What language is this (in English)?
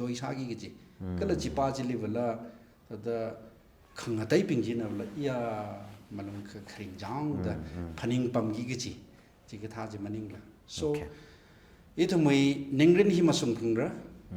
Tangkhul Naga (India)